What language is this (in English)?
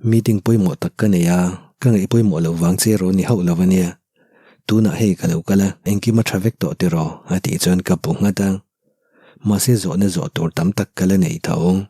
Mizo